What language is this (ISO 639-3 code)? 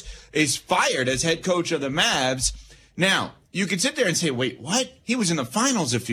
eng